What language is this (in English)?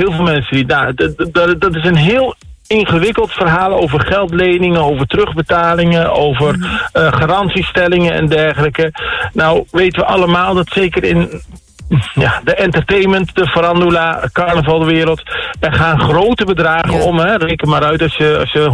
Dutch